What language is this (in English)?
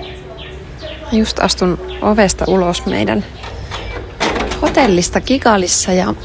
Finnish